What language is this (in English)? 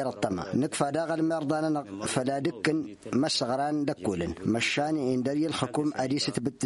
Tamasheq